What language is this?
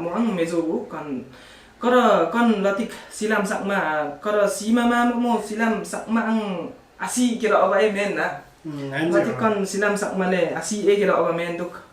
Limbu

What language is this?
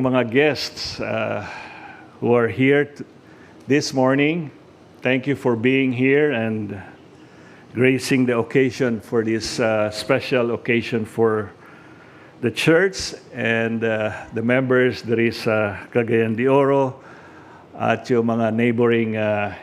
Cebuano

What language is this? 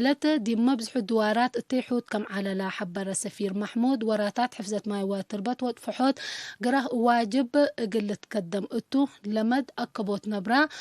Tigre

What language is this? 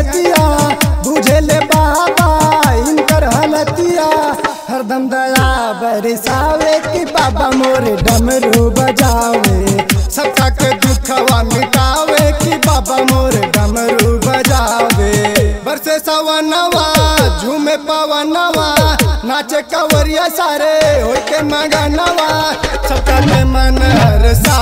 Bhojpuri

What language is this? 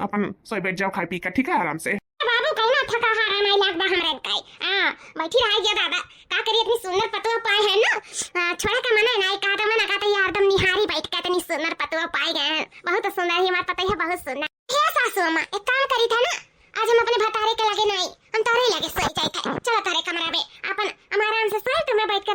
Awadhi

